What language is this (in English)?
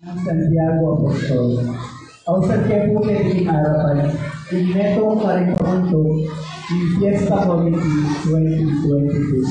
Pampanga